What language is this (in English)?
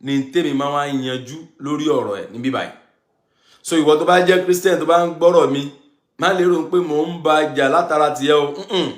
Yoruba